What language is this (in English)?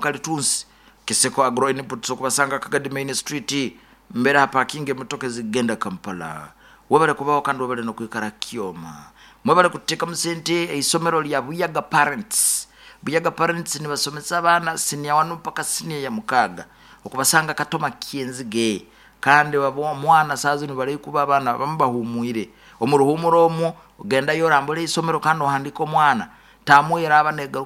Nyoro